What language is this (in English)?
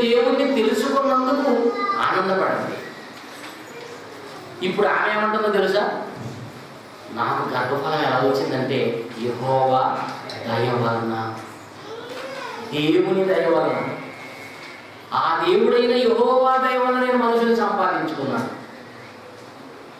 Telugu